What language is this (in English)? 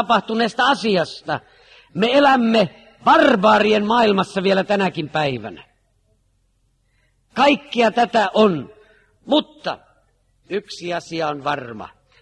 Finnish